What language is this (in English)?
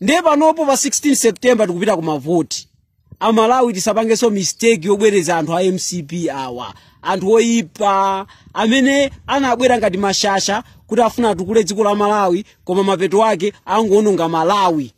Nyanja